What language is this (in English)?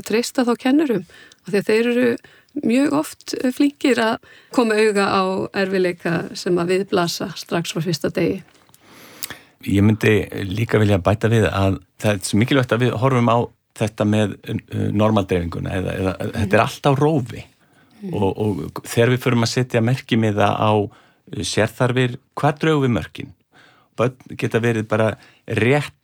Icelandic